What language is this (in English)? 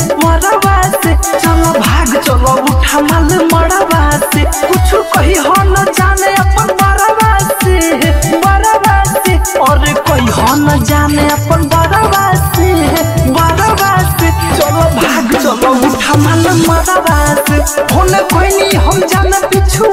Bhojpuri